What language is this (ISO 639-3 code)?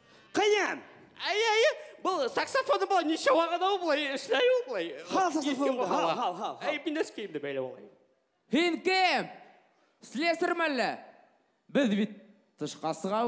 bak